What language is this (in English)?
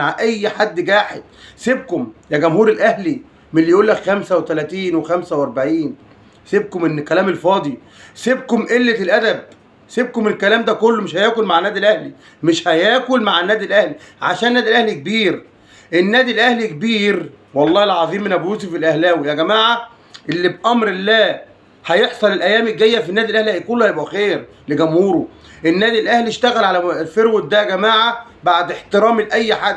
Egyptian Arabic